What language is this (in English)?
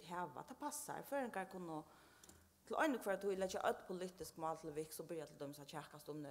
Faroese